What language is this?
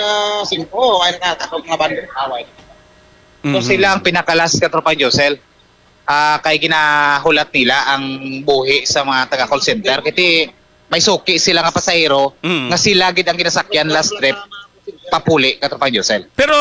Hiligaynon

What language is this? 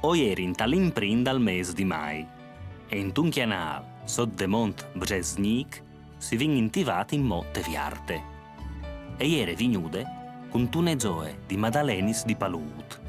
Friulian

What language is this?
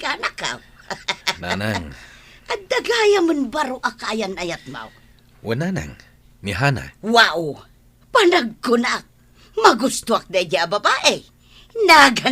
Iloko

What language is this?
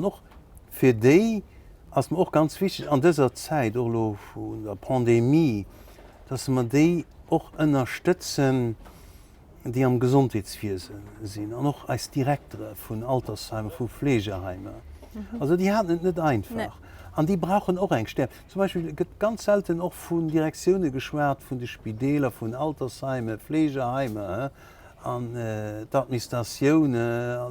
Luxembourgish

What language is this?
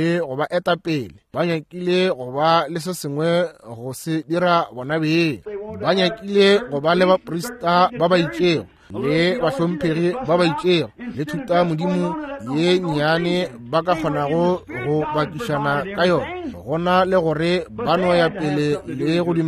Northern Sotho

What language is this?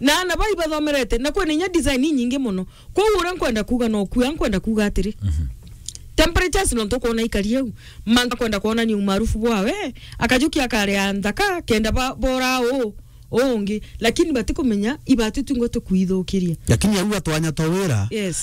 Meru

